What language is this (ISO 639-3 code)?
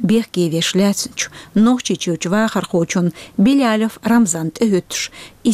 che